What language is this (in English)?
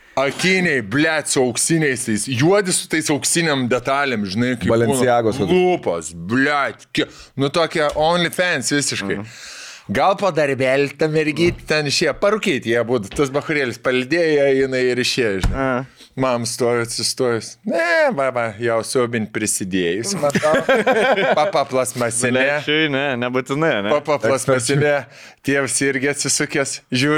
Lithuanian